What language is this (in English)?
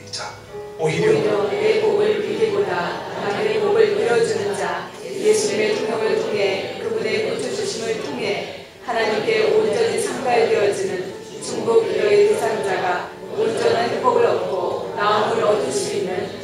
Korean